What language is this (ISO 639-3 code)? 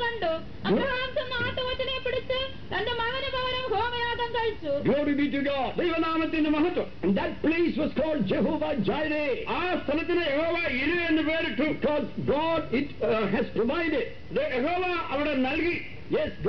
mal